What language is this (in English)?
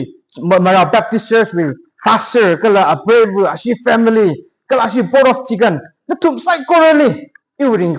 Tangkhul Naga (India)